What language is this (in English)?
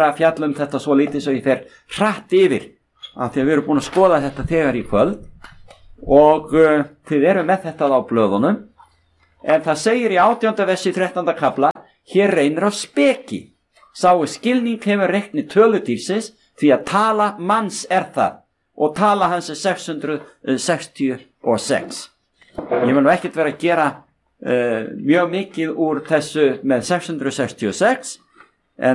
Icelandic